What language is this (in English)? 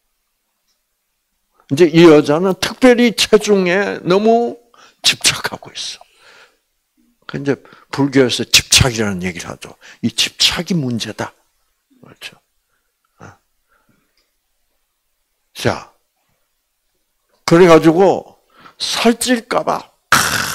Korean